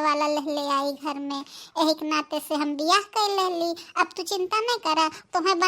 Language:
Bhojpuri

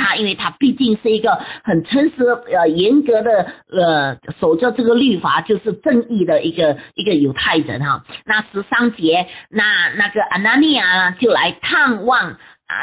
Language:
Chinese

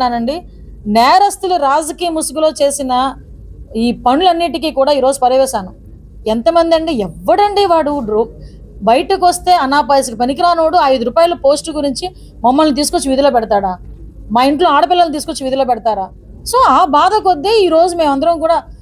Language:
Telugu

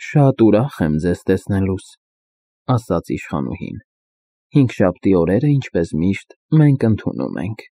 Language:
Armenian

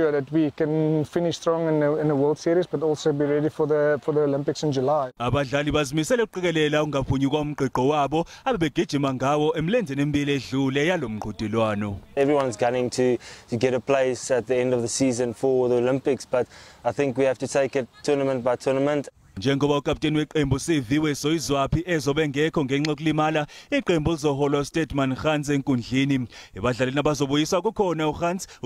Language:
Zulu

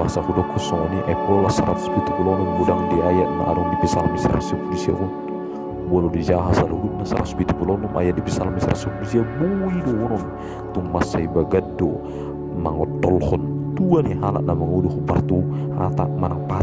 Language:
Batak Toba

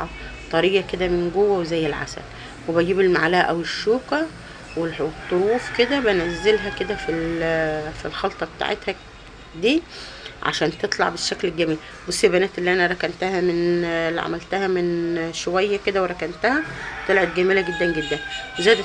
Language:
Egyptian Arabic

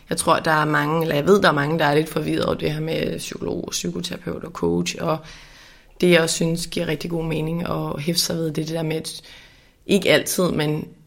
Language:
Danish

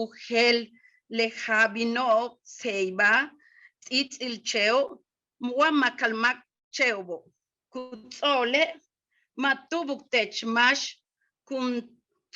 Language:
Yucateco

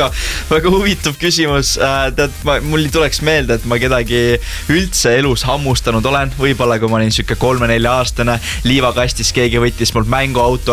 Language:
Estonian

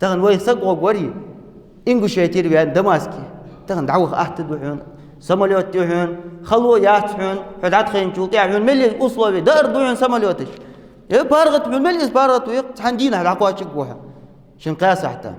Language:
Ingush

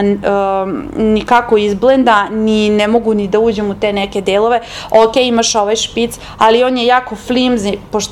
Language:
Serbian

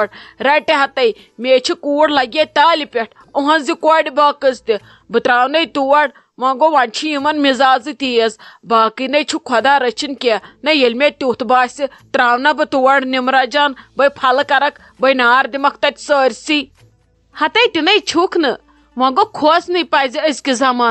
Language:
Kashmiri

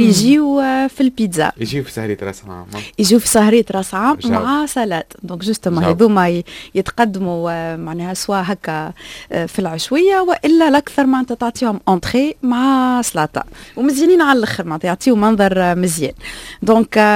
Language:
Tunisian Arabic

